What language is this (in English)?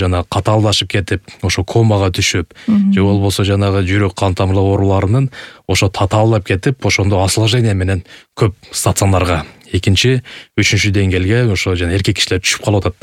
Kyrgyz